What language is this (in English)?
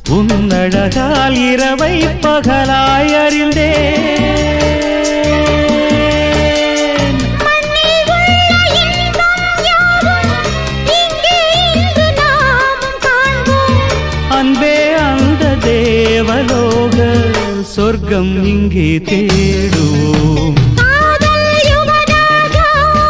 Tamil